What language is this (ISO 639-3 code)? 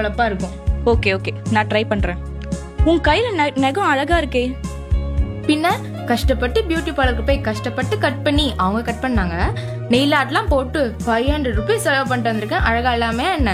tam